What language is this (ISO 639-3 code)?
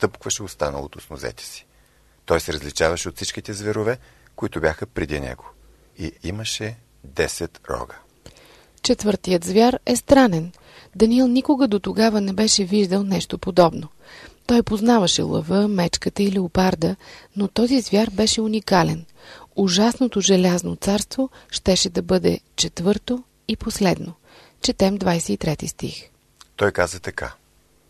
bul